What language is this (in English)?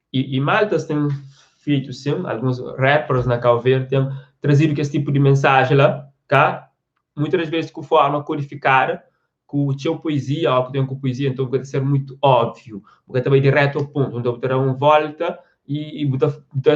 Kabuverdianu